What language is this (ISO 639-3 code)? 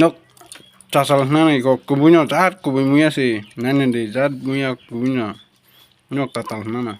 trp